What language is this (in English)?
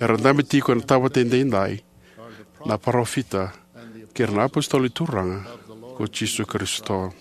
Fijian